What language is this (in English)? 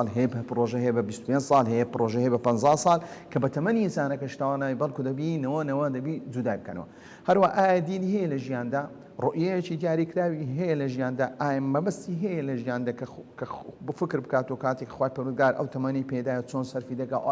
Central Kurdish